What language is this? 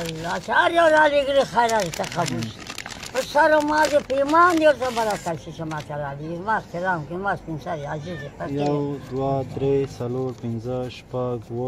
Pashto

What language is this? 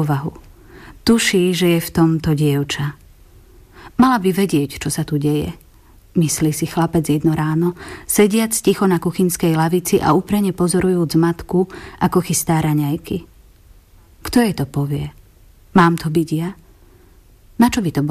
Slovak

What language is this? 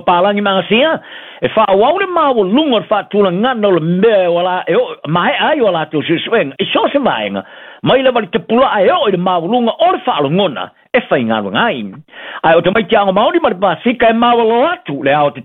Samoan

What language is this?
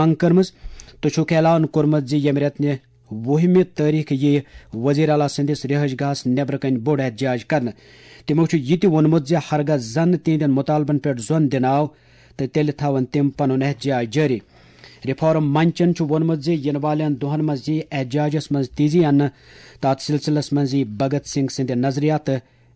Kashmiri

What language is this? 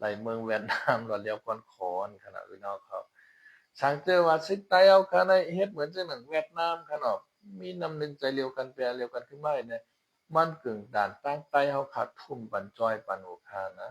Shan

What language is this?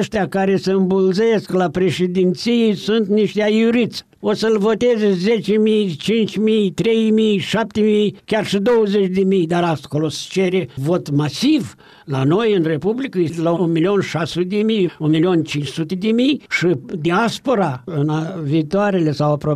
Romanian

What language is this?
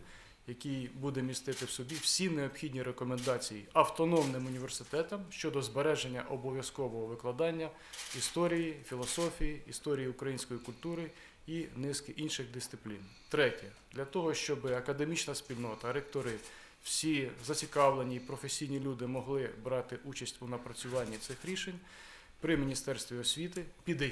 Ukrainian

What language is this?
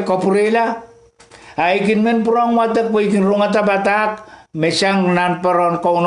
Pohnpeian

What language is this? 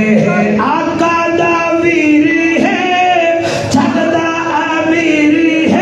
Saraiki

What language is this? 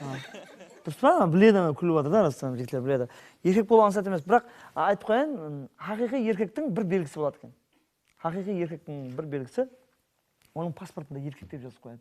Kara-Kalpak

